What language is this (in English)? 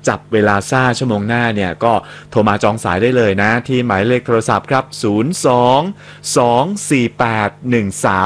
Thai